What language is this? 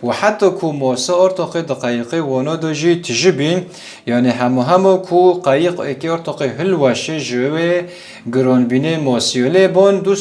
Kurdish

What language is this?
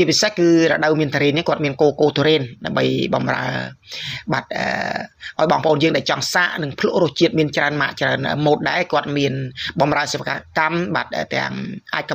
Khmer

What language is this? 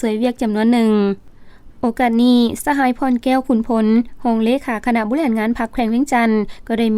Lao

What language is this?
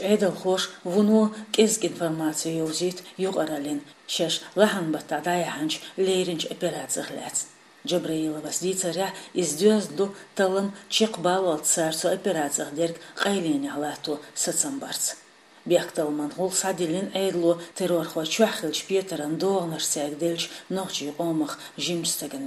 Chechen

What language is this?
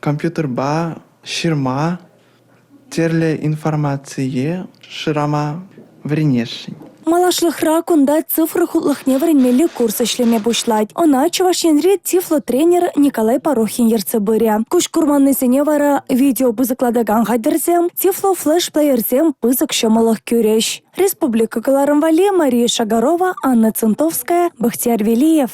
Chuvash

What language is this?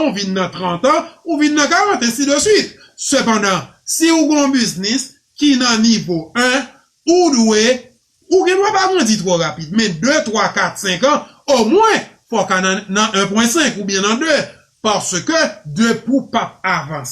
Haitian Creole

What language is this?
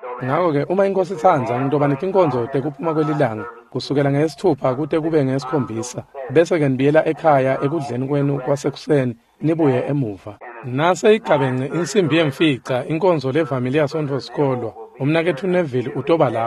Swati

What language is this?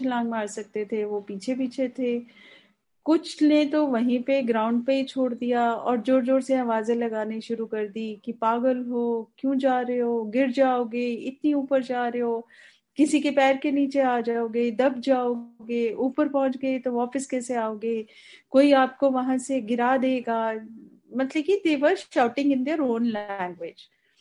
Hindi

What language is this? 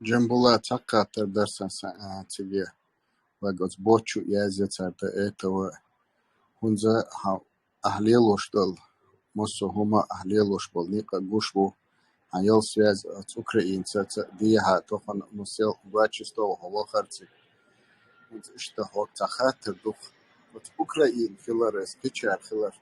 Chechen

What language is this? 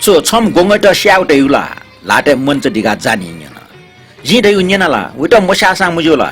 Newari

